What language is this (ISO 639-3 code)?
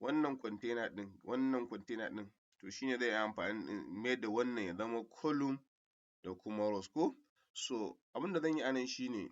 hau